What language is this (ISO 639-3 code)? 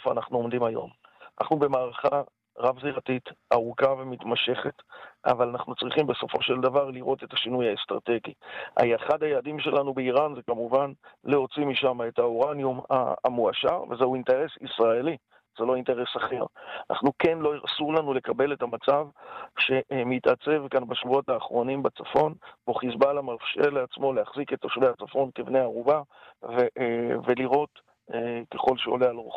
heb